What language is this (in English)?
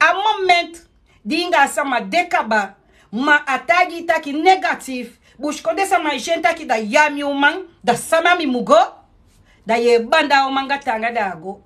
Sranan Tongo